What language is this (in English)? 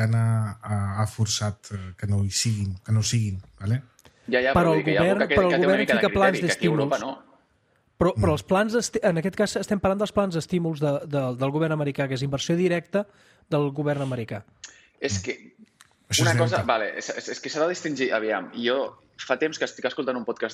Catalan